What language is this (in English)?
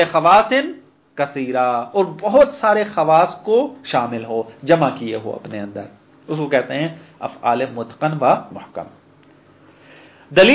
Urdu